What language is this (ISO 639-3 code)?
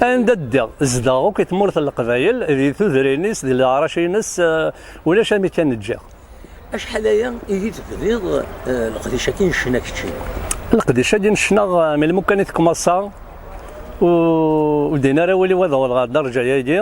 kab